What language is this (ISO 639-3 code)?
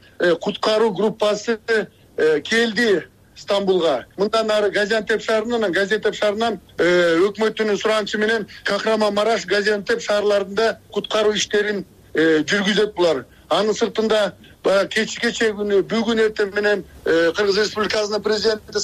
kir